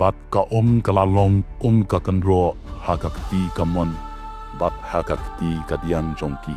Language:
Khasi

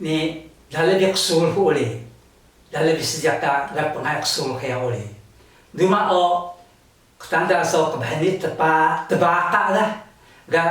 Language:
Taroko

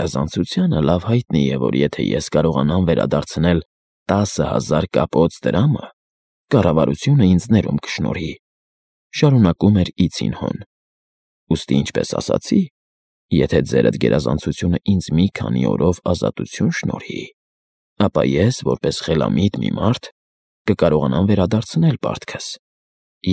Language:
Armenian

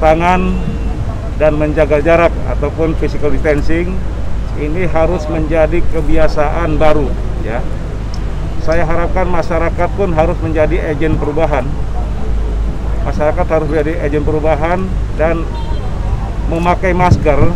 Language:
Indonesian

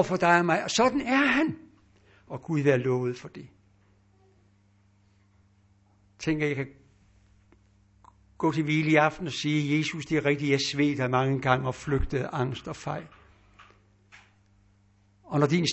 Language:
Danish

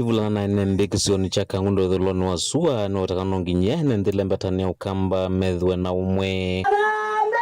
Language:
Kamba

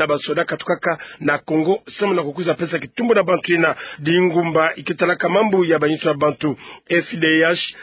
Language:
Kituba (Democratic Republic of Congo)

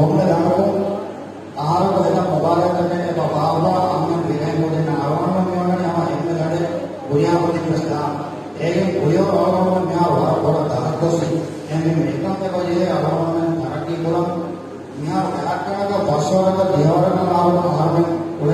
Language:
Divehi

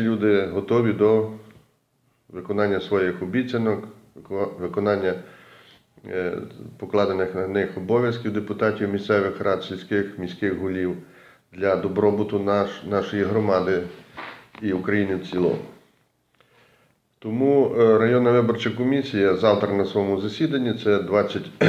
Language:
Ukrainian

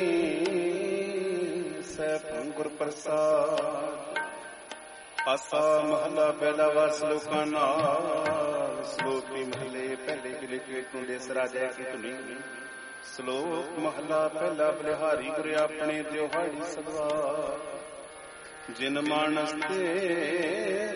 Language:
Punjabi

